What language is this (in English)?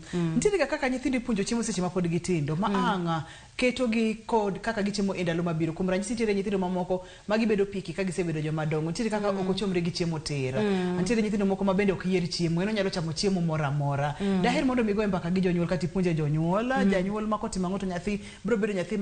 Luo (Kenya and Tanzania)